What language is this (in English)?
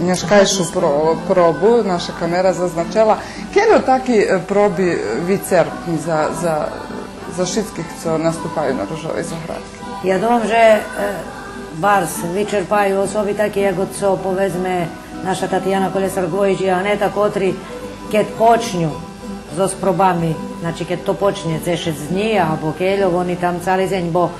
Rusyn